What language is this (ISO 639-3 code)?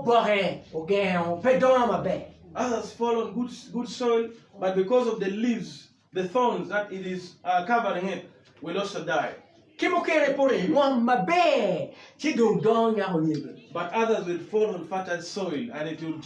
ach